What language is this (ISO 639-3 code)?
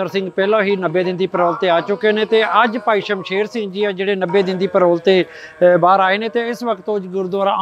pan